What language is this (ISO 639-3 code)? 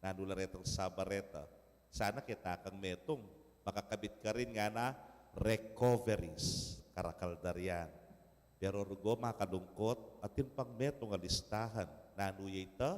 pam